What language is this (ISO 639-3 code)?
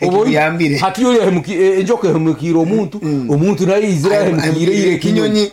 nyn